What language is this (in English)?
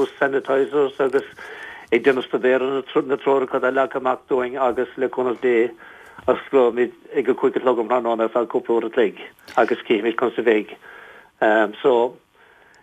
Irish